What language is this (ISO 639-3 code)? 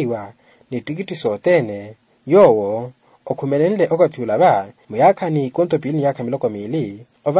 vmw